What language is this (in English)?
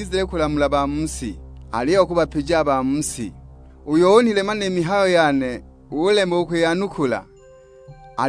Sukuma